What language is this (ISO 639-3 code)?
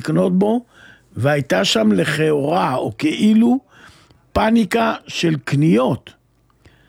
heb